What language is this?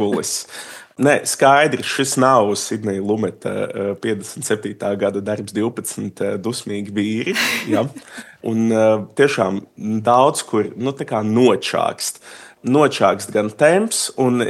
Latvian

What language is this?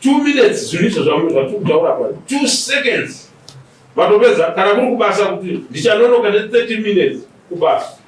Shona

